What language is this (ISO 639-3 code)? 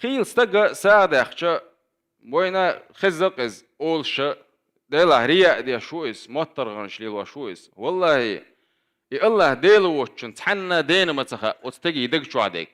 che